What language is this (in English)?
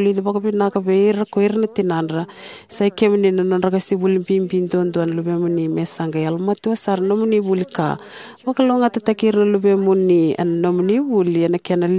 Fijian